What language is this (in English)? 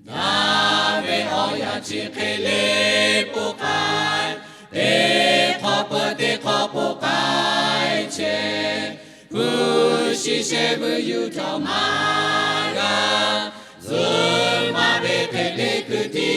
Lahu